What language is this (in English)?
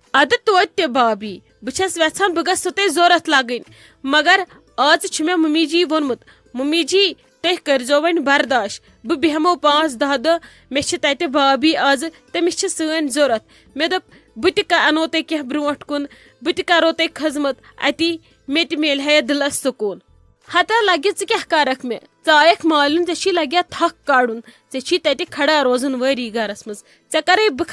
Kashmiri